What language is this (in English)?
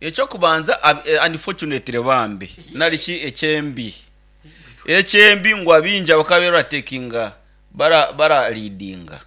Nyankole